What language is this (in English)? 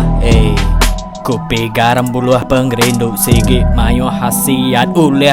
Iban